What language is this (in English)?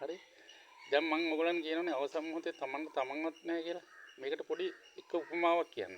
Sinhala